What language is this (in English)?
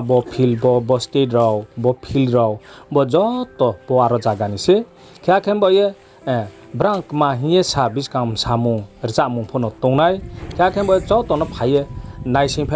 Riang (India)